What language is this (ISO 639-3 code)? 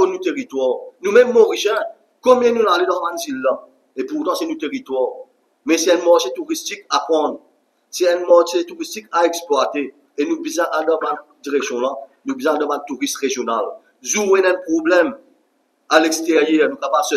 mfe